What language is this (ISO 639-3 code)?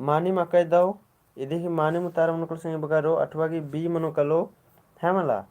kru